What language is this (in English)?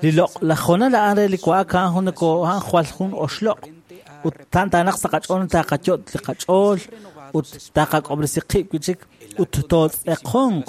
Kekchí